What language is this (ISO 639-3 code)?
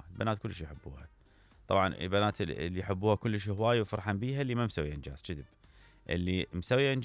acm